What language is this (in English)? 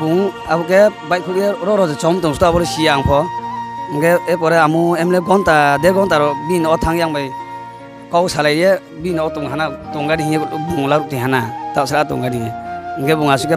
Riang (India)